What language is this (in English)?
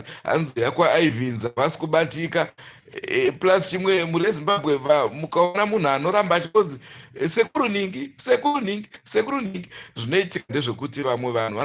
Shona